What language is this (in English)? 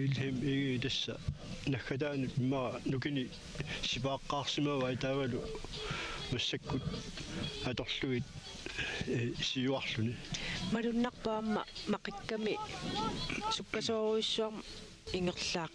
Kalaallisut